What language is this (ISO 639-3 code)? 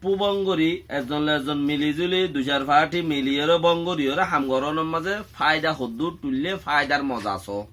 rhg